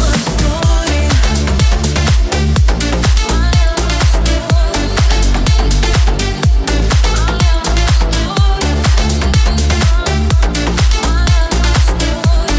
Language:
Russian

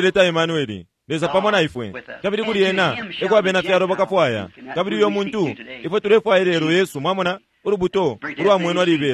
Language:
Bemba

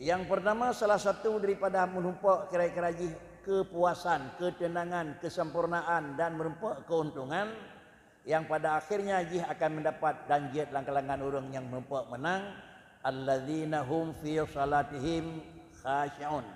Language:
Achinese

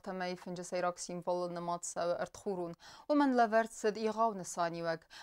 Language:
Ossetic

